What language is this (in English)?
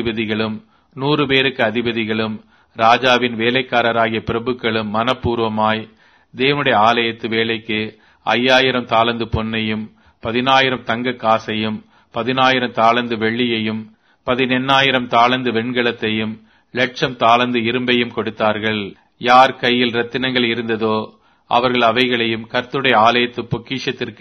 Tamil